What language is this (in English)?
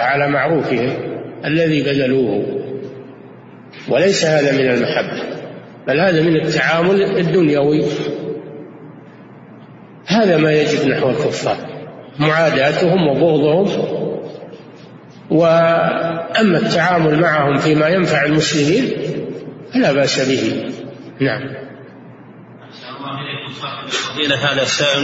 Arabic